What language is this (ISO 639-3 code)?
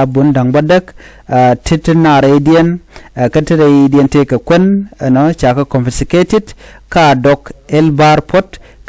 nus